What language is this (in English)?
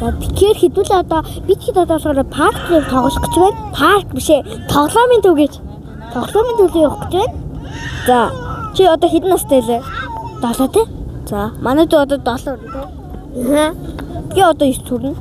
Mongolian